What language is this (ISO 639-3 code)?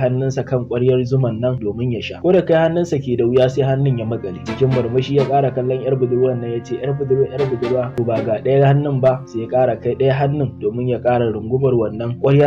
hau